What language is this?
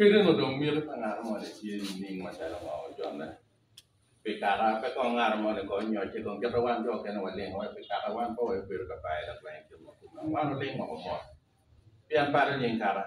Acoli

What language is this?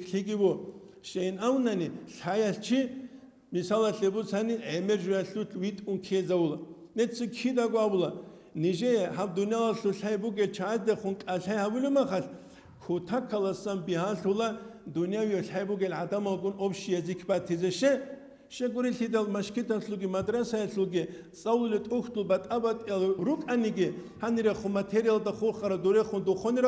Avaric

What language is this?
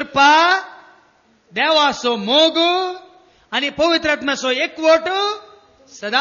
Konkani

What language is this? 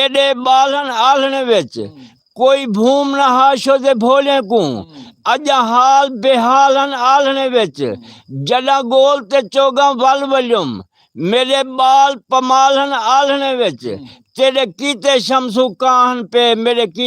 Saraiki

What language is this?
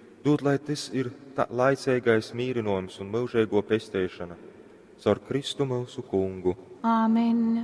Latgalian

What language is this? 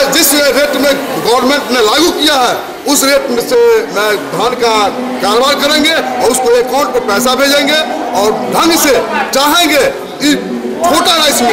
Hindi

